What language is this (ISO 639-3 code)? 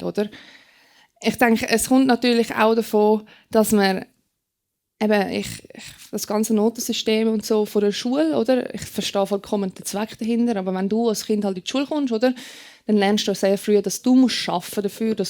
gsw